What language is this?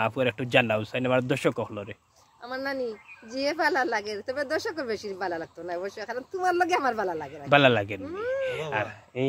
Sylheti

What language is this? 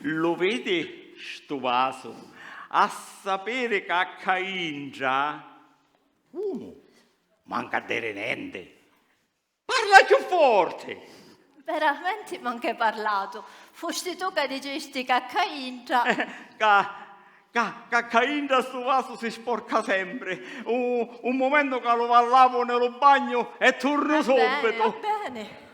Sicilian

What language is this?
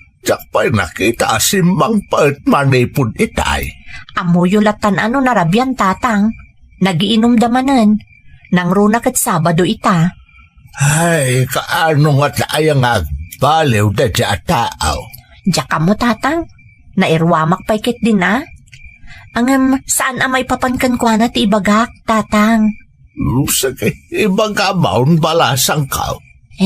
Iloko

